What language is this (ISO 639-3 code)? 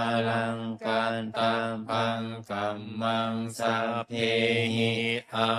pli